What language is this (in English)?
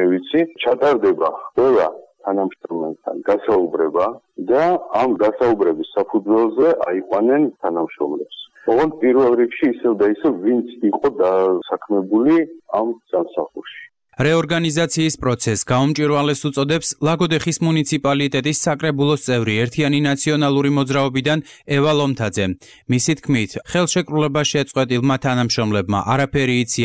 Georgian